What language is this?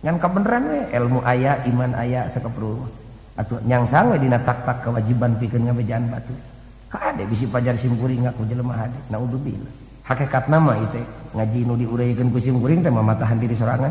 Sundanese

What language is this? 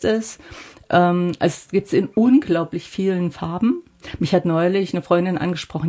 German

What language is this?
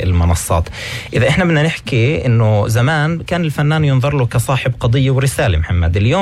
North Levantine Arabic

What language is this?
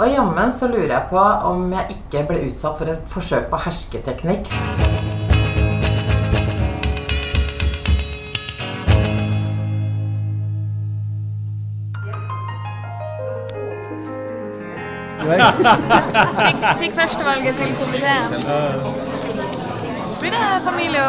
Norwegian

